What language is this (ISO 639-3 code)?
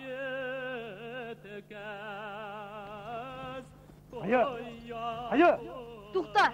bak